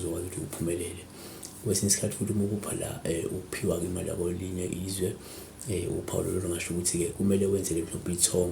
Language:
Zulu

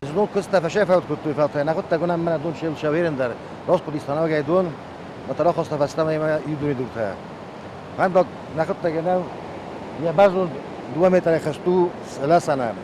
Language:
Ossetic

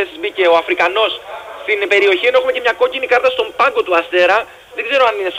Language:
Greek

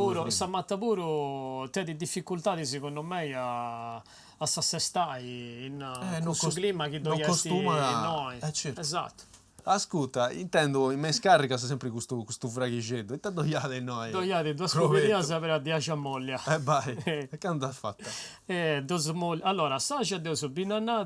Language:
Sardinian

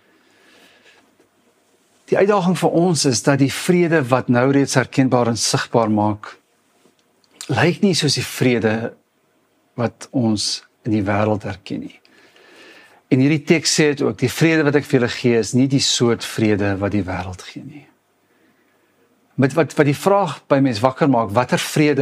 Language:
Afrikaans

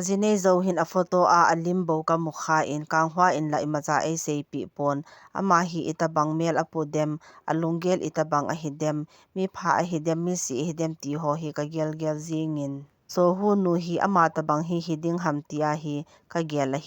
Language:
Thado Chin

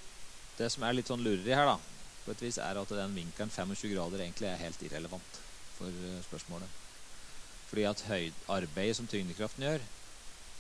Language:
Norwegian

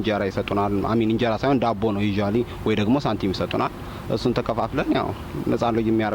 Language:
Amharic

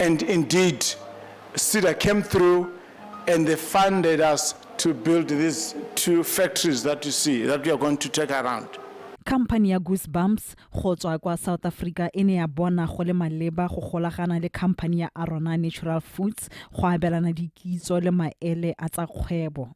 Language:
Tswana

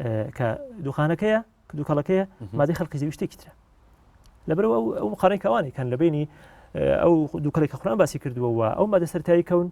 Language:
Central Kurdish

